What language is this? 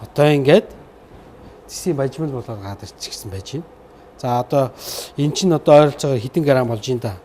Mongolian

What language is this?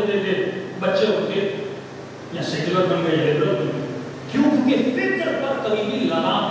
Urdu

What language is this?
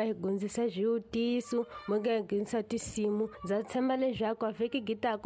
Tsonga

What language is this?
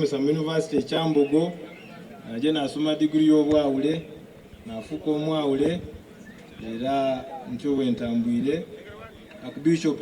Soga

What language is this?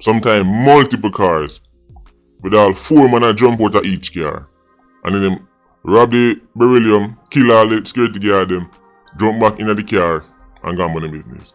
Jamaican Creole English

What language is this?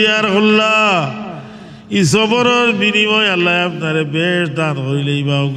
Sylheti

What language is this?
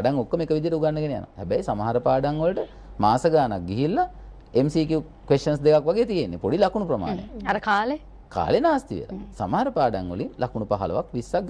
Sinhala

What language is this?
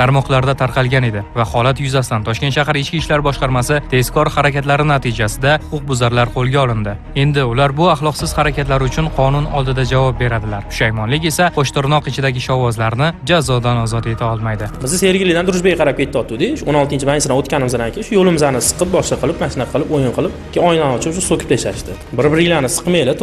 Uzbek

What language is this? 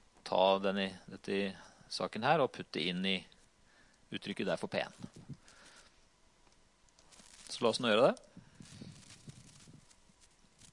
Norwegian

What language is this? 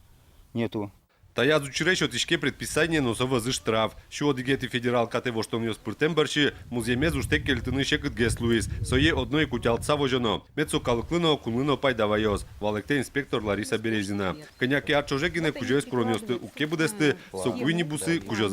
Udmurt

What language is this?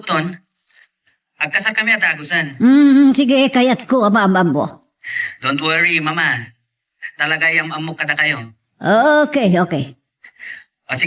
Iloko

